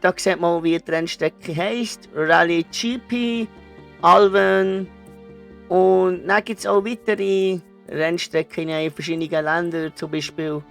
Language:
Swiss German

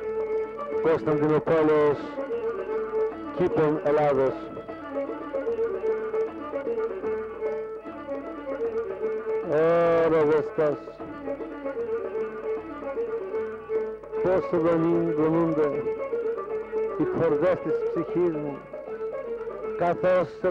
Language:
Greek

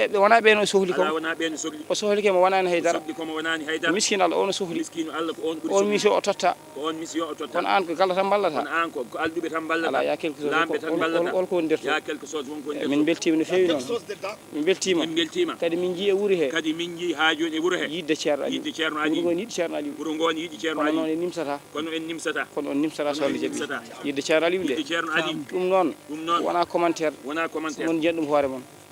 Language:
Fula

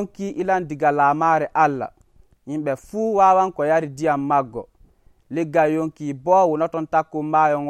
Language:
Nigerian Fulfulde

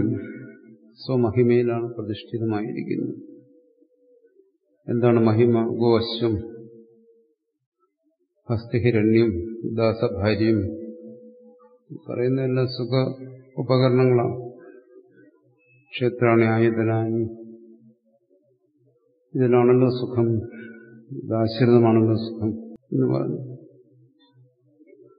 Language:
Malayalam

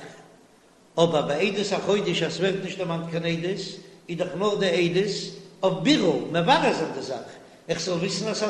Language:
Yiddish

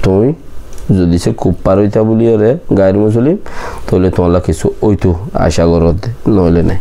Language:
Rohingya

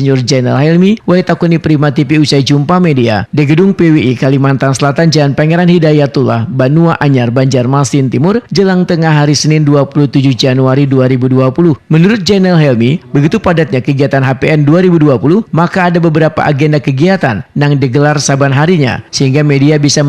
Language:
Banjar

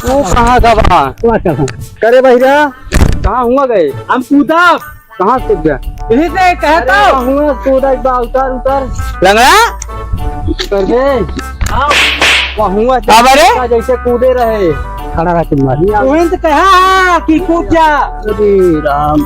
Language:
Awadhi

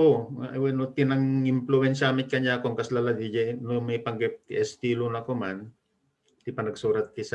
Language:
Iloko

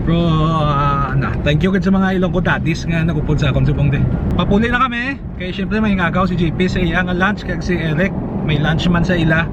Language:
Hiligaynon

